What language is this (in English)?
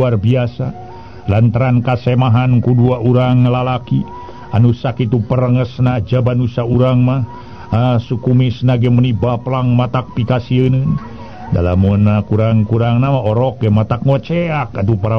Sundanese